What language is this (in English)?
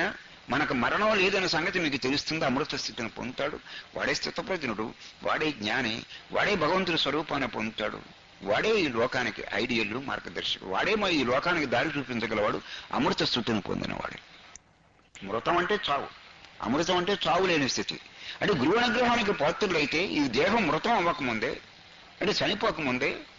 Telugu